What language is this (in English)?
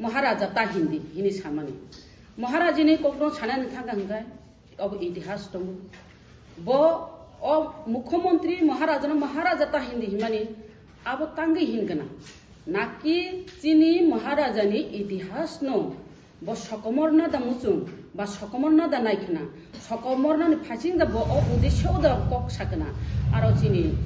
Kok Borok